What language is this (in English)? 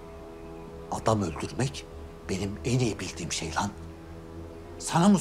Turkish